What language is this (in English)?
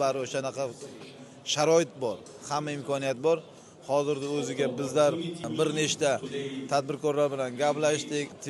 Uzbek